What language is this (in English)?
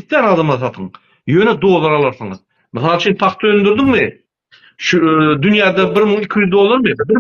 Turkmen